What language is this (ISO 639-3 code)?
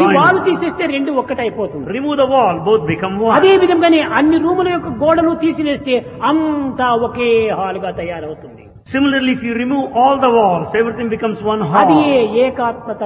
tel